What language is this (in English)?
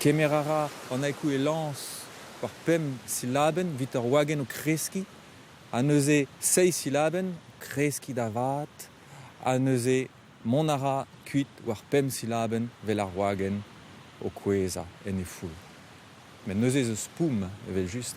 Breton